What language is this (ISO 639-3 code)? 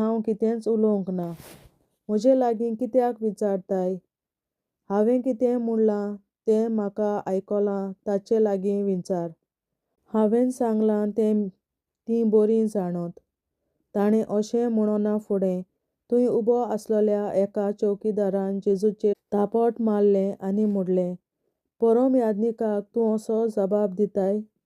kok